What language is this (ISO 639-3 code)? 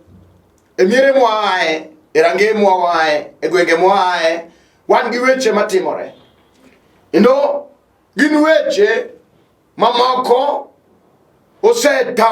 luo